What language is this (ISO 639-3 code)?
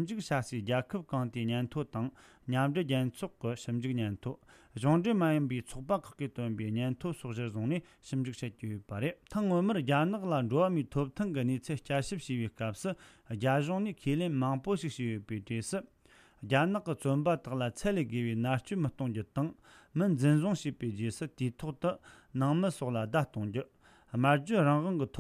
bod